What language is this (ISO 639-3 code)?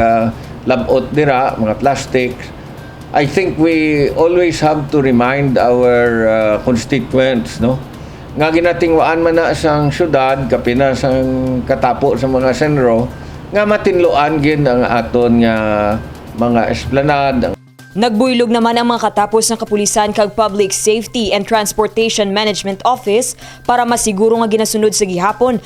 hil